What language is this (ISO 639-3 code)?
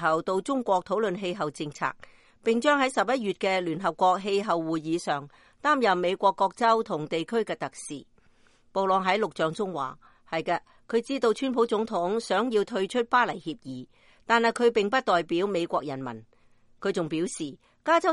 yue